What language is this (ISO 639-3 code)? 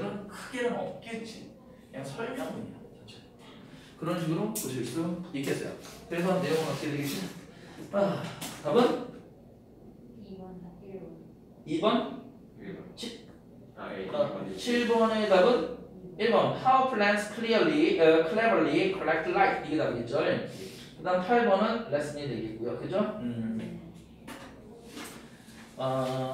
kor